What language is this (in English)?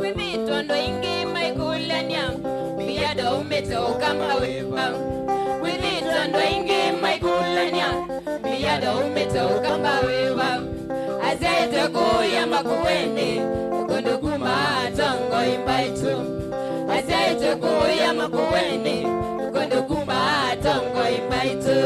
Kamba